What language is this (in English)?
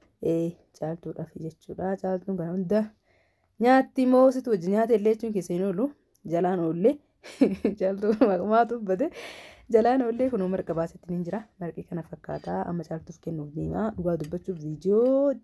Oromo